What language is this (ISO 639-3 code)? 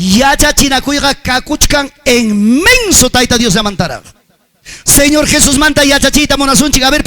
quy